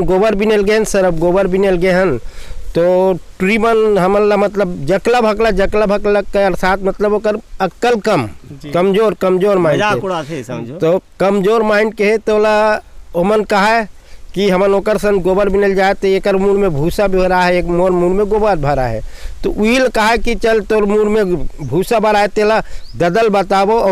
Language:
Chhattisgarhi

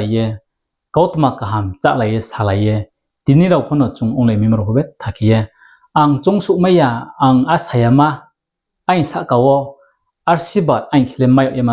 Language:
Riang (India)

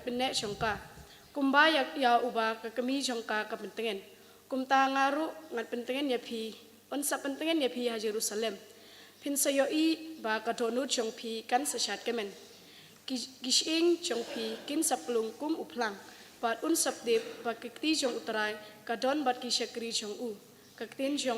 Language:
Khasi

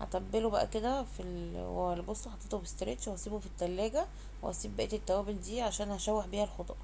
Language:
Egyptian Arabic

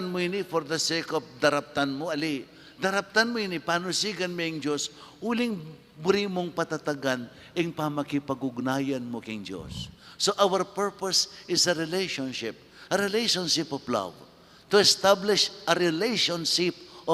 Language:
Pampanga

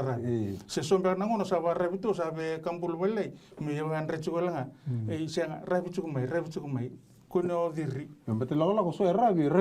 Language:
Fijian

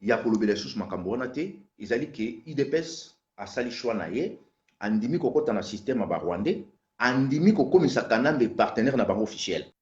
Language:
Lingala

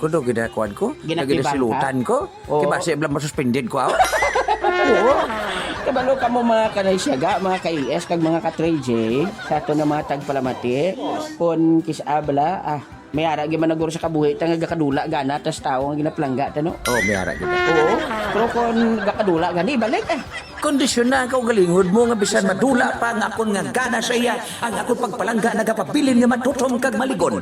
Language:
Hiligaynon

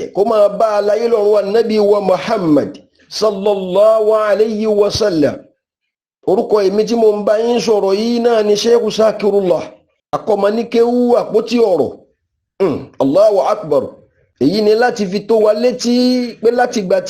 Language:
Yoruba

